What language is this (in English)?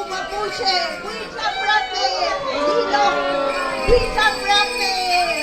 Mapuche